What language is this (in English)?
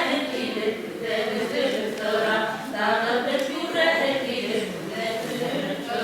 Bashkir